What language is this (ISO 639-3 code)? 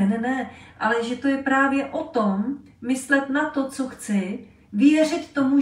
ces